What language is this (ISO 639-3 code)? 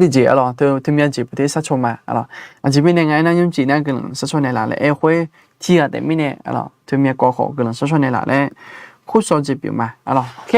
ahk